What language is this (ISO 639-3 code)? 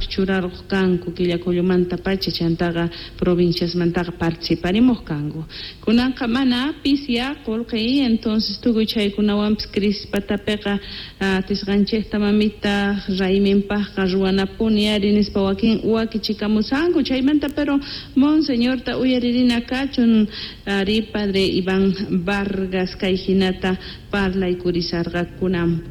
quh